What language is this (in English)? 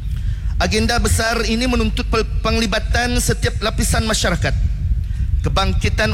Malay